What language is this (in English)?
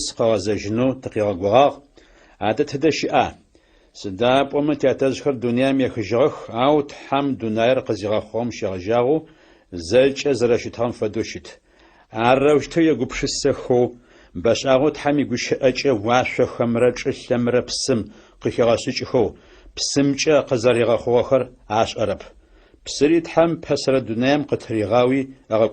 Adyghe